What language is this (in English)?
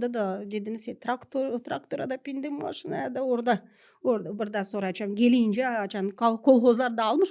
Gagauz